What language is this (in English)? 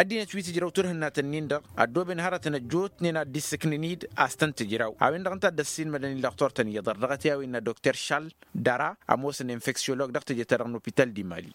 Tamasheq